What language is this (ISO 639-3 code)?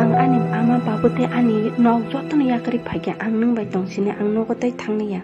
trp